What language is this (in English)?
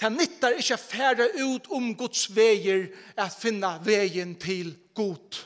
Faroese